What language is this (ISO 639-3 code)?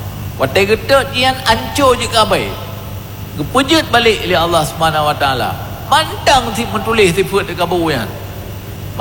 ace